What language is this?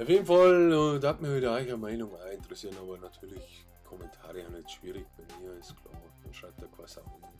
Bavarian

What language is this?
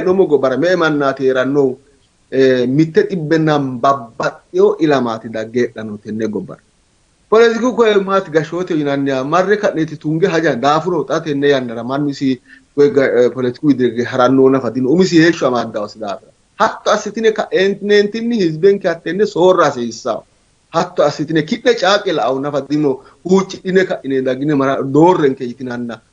Sidamo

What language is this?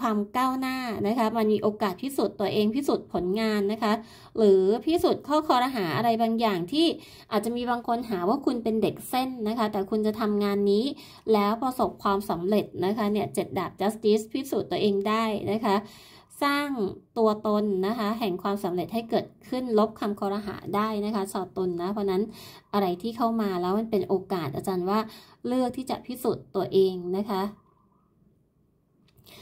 Thai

